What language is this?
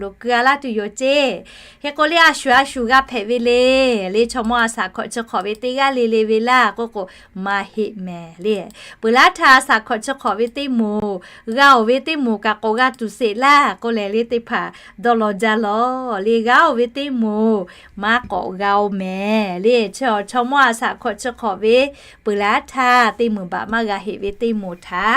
Lahu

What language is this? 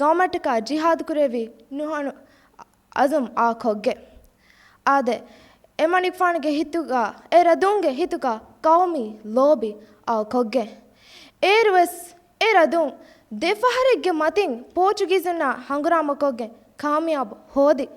Divehi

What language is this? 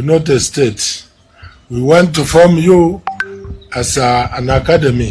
Gusii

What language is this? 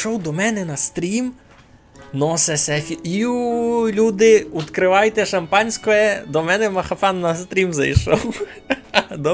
Rusyn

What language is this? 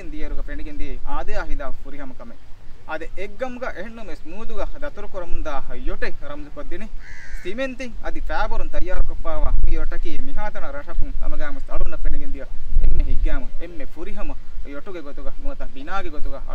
Divehi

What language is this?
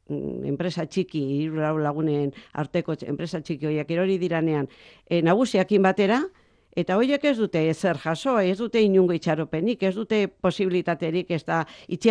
Basque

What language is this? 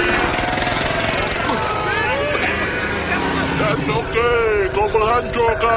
Malay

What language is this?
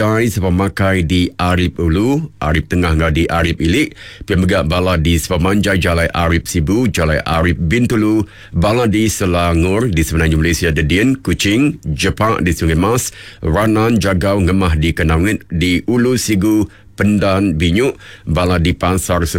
Iban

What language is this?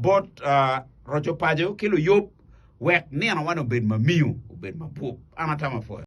Acoli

